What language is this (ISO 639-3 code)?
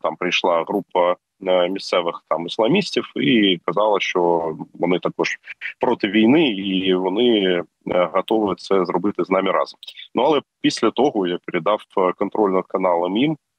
ukr